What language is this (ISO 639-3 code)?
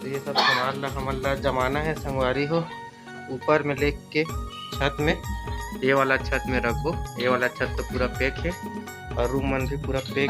hne